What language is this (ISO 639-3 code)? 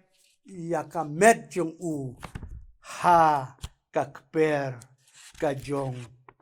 kha